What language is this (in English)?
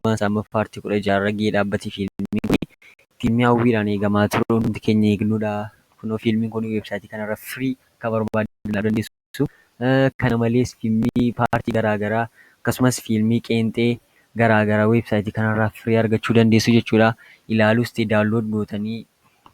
Oromo